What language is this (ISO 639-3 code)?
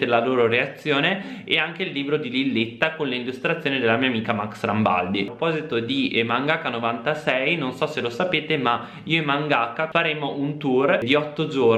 ita